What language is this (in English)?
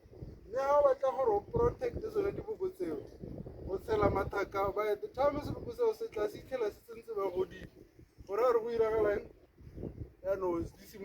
Tswana